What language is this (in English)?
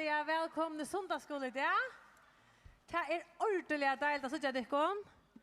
Faroese